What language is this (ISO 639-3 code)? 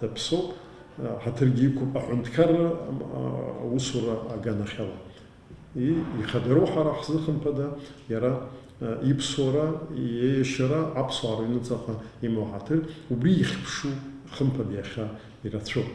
abk